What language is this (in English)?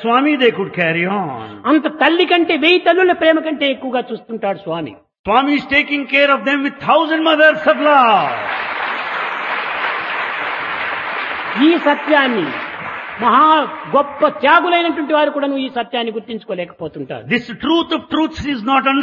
Telugu